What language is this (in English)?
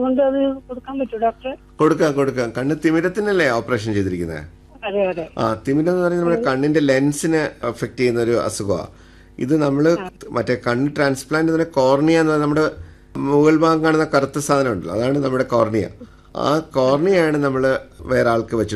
Malayalam